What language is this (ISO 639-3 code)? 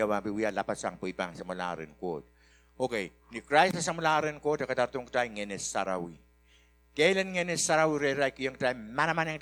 pon